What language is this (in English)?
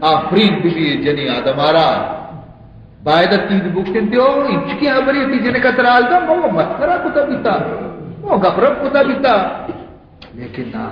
Baluchi